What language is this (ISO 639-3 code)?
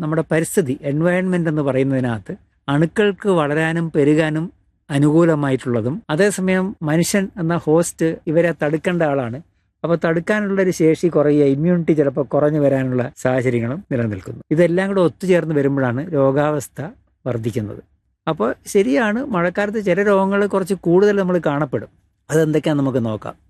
mal